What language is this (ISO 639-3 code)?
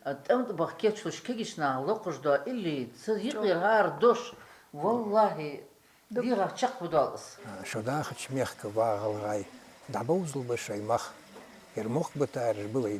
inh